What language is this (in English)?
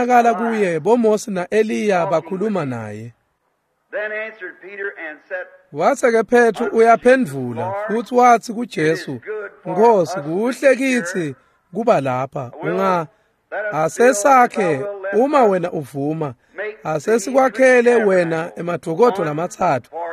Swati